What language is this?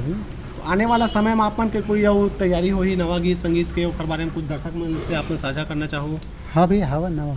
Chhattisgarhi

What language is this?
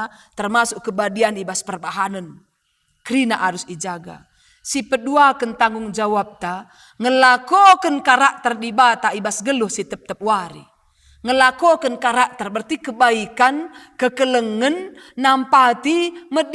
Batak Karo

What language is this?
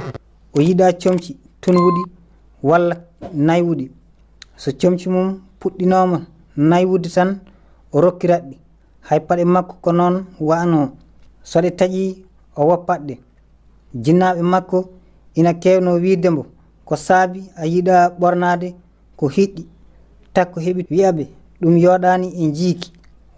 Fula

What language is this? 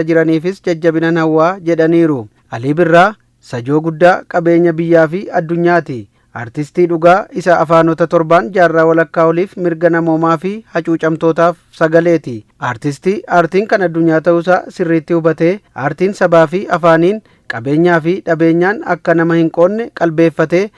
Oromo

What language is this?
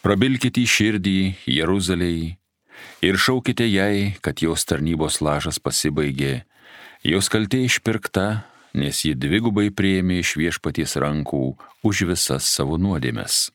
Lithuanian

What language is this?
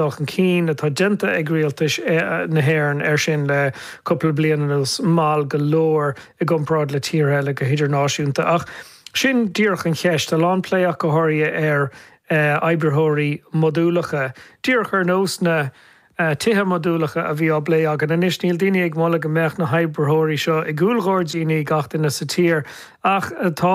Irish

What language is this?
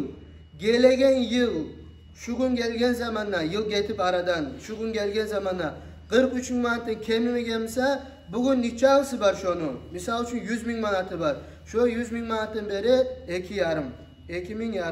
Kumyk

